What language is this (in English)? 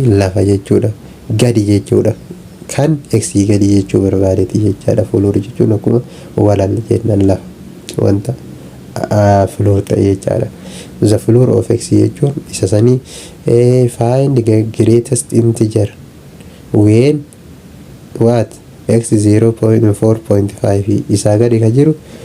Oromo